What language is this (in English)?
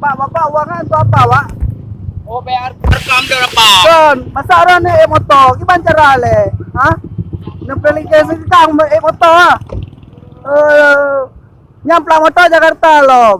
Achinese